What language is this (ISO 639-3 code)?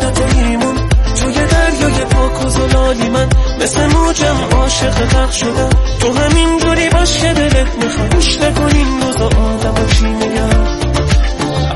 fas